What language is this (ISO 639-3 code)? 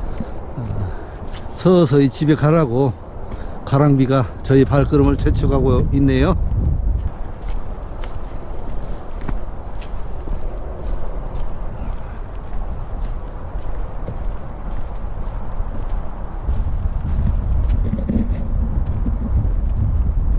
kor